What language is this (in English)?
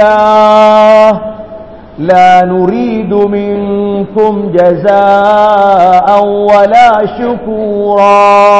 Tamil